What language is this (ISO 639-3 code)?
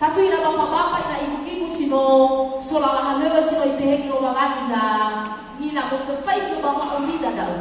nia